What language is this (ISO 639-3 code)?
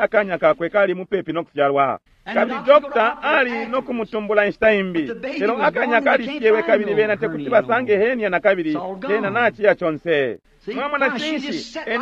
bem